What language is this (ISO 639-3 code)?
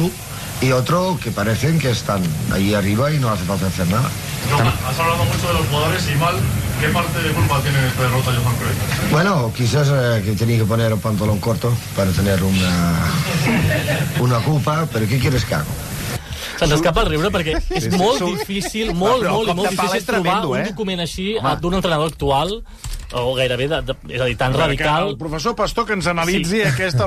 cat